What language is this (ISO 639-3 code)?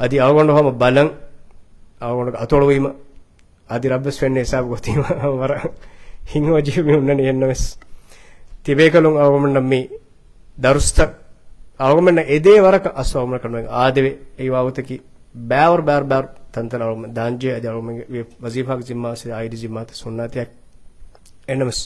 div